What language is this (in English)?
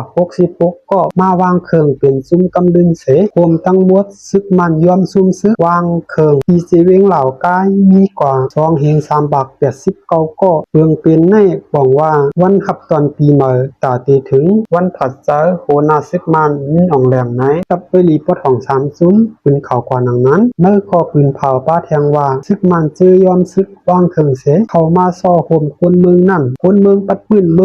Shan